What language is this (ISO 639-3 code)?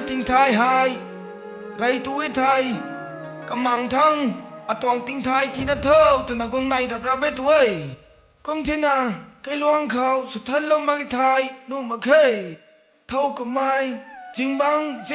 nbu